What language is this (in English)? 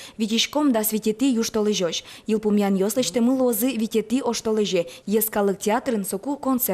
Udmurt